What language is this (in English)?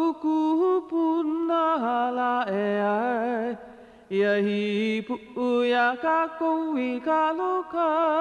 Hawaiian